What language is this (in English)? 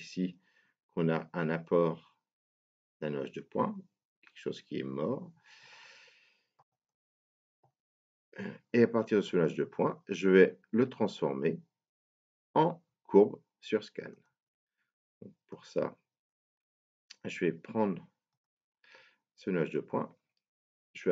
French